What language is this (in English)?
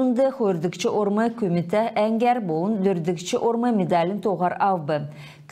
Kalmyk